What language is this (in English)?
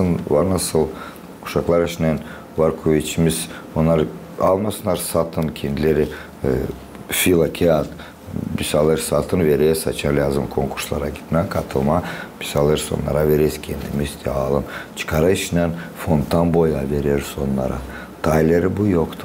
Gagauz